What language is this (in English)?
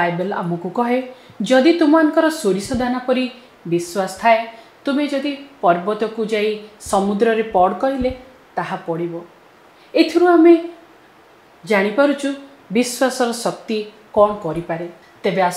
Odia